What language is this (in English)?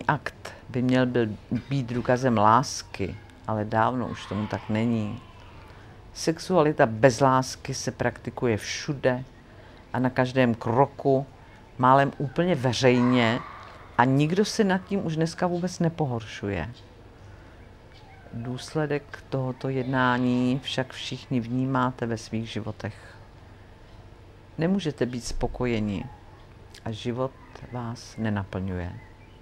Czech